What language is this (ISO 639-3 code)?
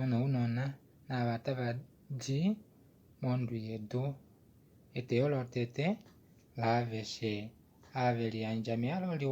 kua